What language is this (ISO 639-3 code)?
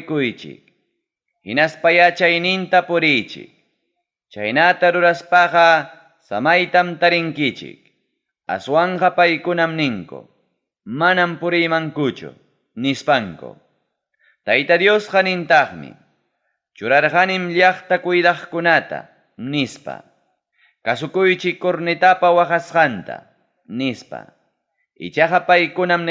quy